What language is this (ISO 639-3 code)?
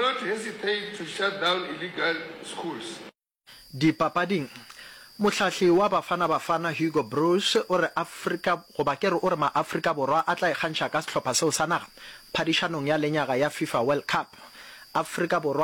nso